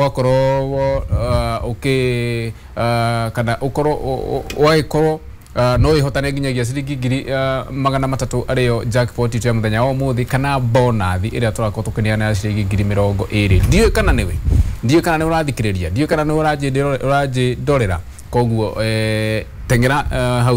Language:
Kikuyu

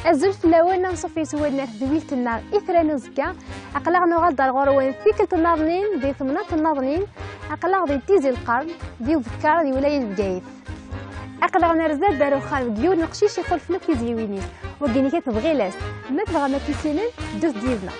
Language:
Kabyle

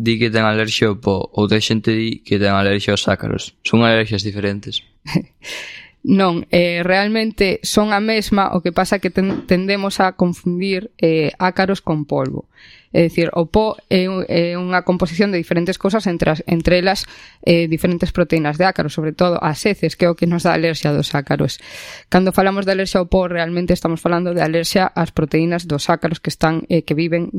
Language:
Galician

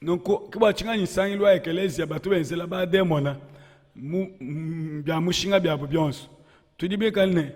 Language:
Luba-Lulua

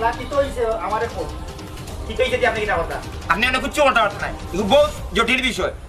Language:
Sylheti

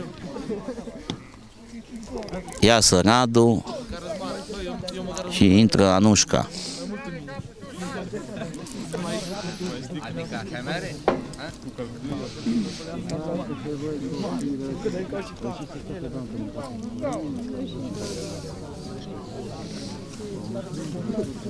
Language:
Romanian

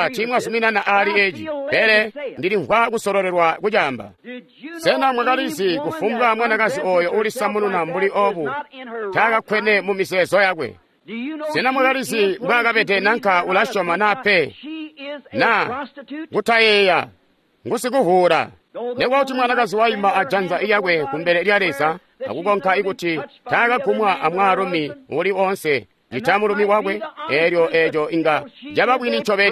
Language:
Tonga (Zambia)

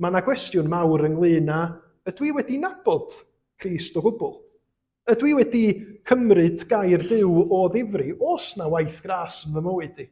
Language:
Welsh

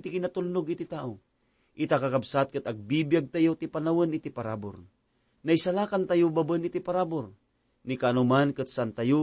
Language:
Iloko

